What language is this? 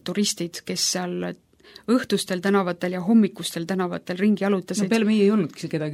Estonian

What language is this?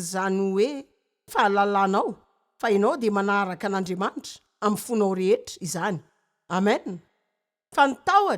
Malagasy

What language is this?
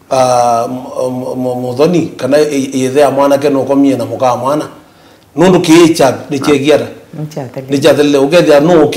Kamba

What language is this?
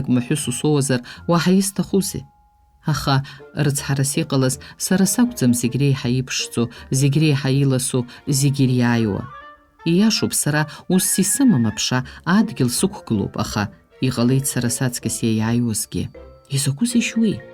Abkhazian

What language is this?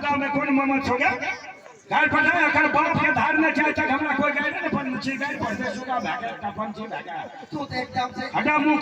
Maithili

